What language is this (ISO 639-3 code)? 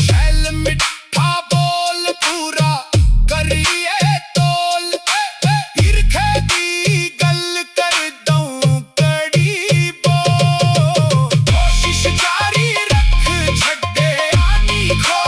doi